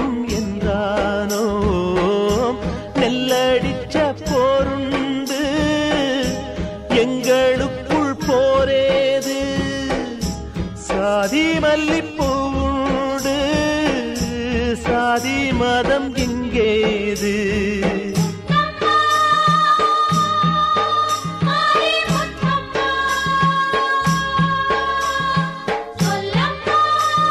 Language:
Tamil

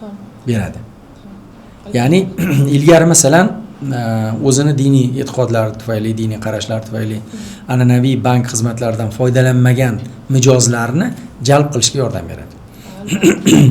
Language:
Uzbek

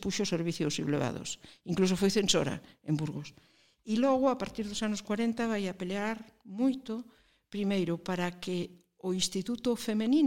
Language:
Galician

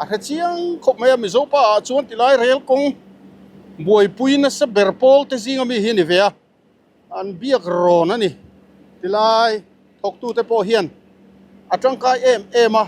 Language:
Mizo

